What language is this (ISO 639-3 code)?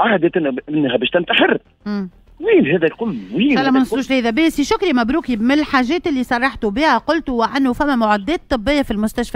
aeb